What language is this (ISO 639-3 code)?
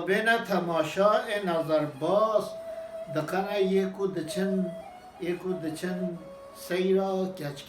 kur